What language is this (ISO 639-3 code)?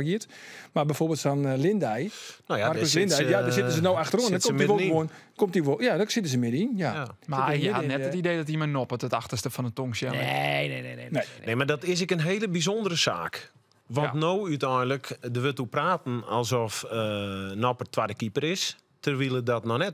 fry